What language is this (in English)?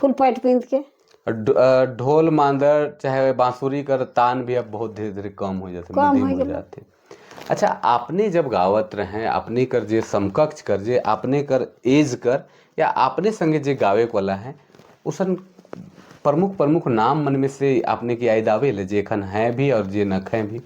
Sadri